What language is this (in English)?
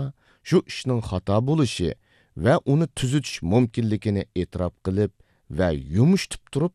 Uyghur